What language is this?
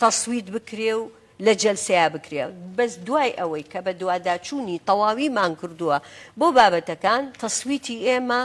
Central Kurdish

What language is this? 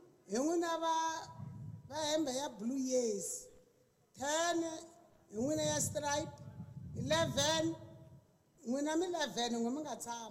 Tsonga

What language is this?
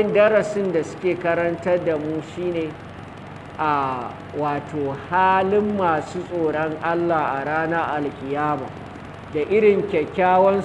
Hausa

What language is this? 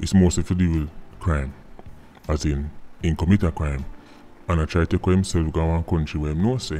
Jamaican Creole English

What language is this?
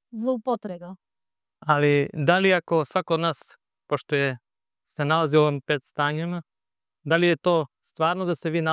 Macedonian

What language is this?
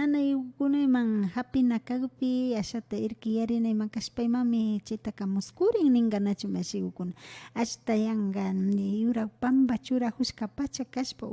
Imbabura Highland Quichua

